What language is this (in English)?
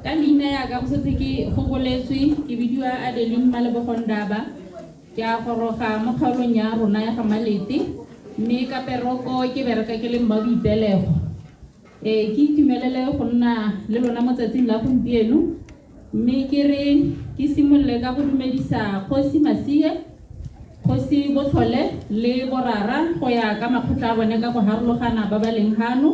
Tswana